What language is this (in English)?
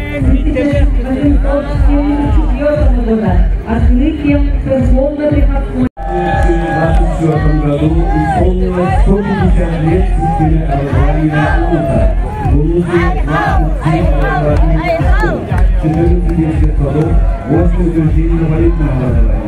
Yakut